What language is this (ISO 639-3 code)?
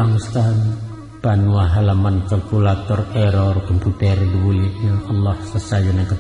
min